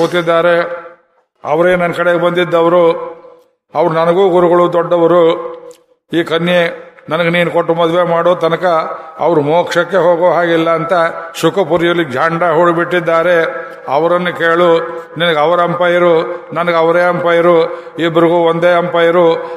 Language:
Kannada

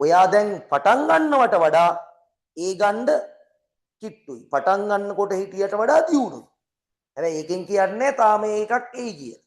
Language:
Sinhala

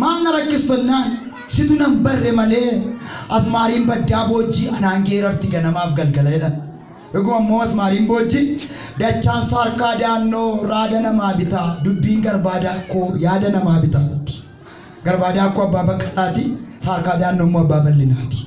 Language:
Oromo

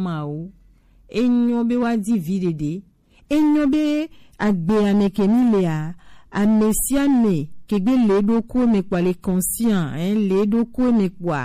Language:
Gen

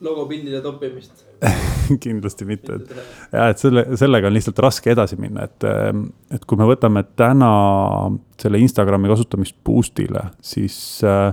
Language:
Estonian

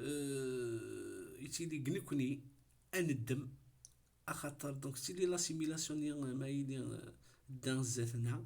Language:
Kabyle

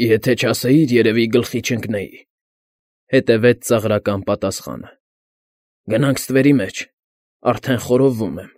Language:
Armenian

